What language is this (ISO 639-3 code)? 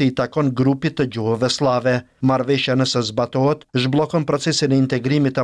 sqi